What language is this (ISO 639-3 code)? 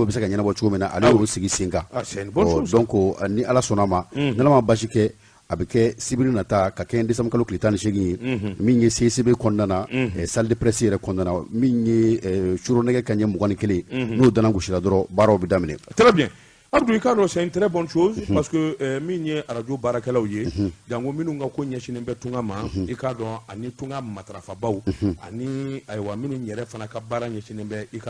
bam